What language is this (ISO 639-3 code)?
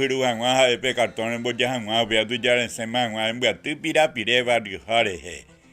grn